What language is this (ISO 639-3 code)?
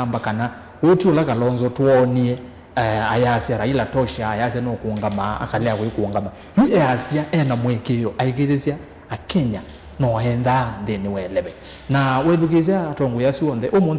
kam